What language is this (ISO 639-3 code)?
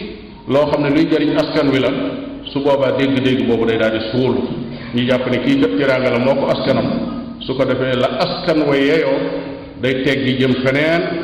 wol